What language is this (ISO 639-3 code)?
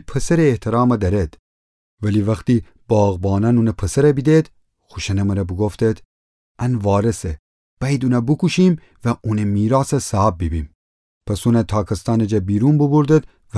glk